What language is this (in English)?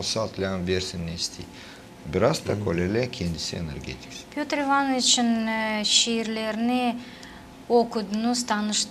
Gagauz